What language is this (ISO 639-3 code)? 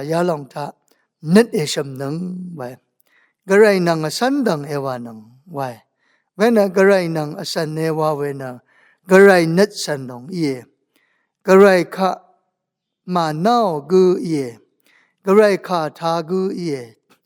raw